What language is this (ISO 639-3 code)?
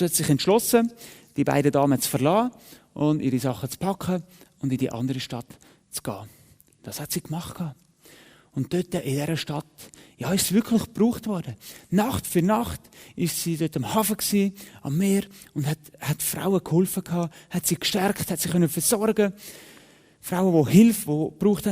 gsw